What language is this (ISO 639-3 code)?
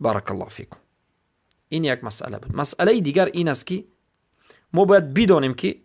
fas